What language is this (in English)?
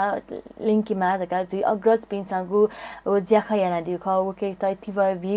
Newari